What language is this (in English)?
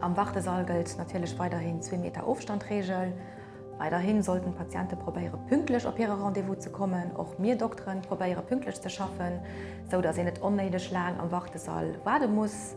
Luxembourgish